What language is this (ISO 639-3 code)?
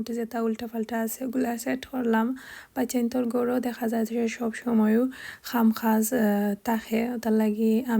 syl